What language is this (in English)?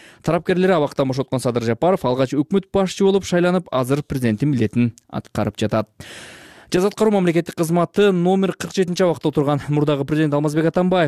Kyrgyz